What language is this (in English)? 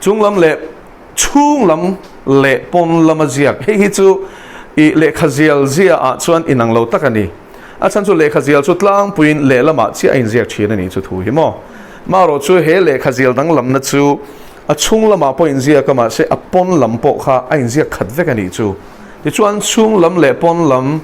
Mizo